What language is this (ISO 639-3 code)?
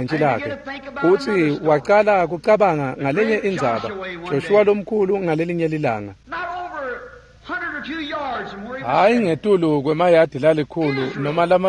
ssw